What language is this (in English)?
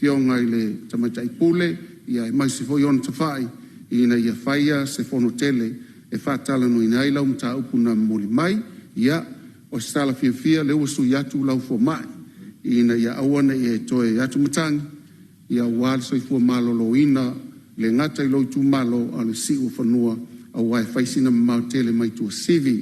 Samoan